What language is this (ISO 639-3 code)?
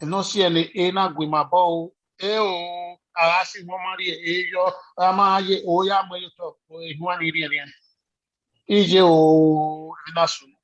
bin